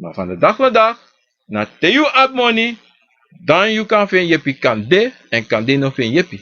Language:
Sranan Tongo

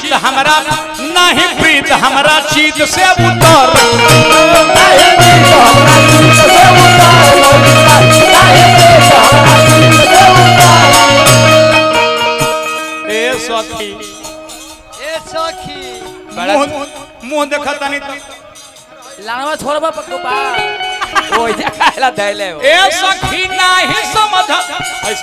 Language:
Bhojpuri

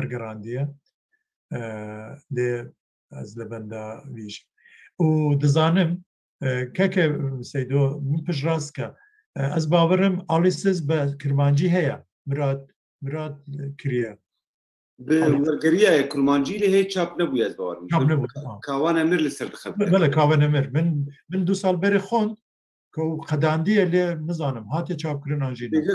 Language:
Kurdish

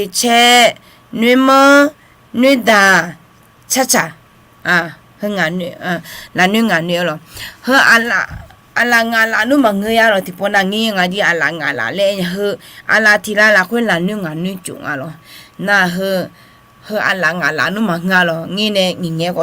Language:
Akha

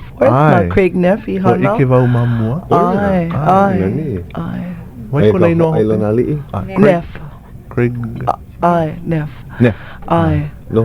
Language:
Hawaiian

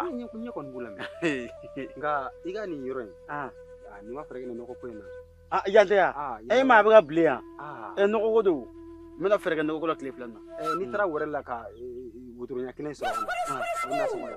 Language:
Bambara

